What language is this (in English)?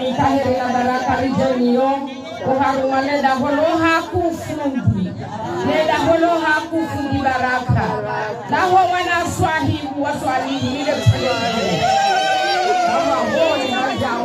Swahili